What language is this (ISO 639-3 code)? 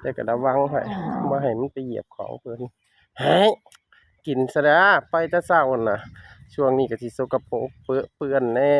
tts